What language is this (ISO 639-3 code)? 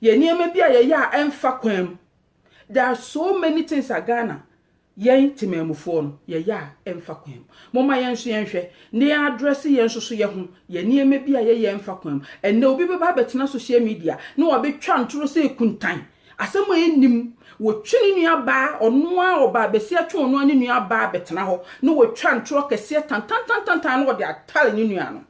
aka